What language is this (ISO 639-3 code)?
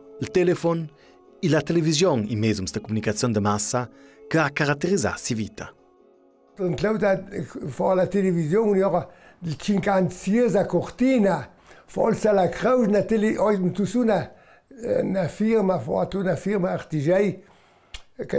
lld